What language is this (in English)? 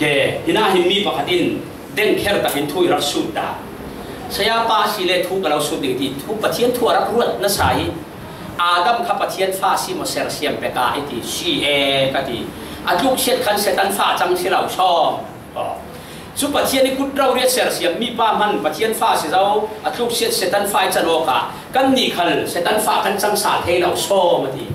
Falam Chin